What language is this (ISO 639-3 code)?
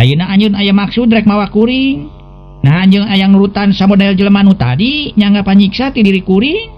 sun